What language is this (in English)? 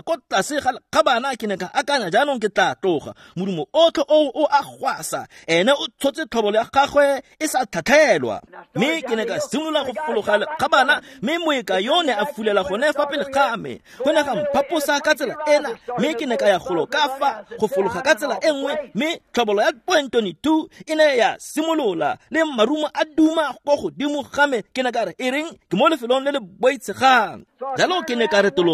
Tswana